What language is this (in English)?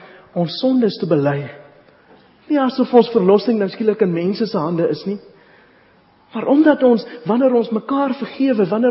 Afrikaans